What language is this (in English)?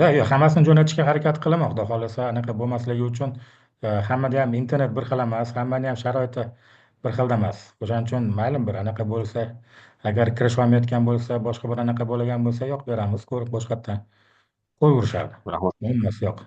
Uzbek